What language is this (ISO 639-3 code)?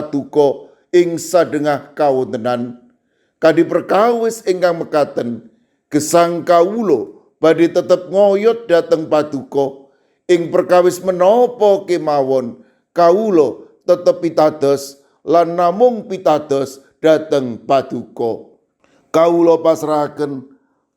jav